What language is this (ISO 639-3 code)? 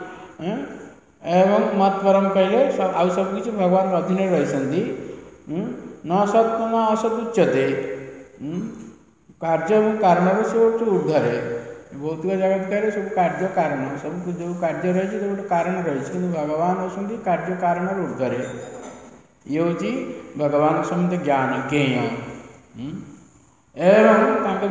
ori